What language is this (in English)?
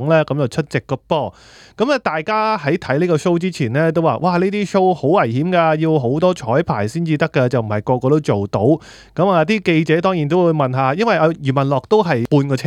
Cantonese